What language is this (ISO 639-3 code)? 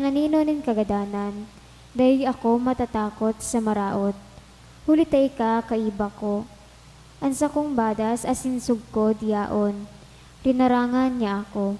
bik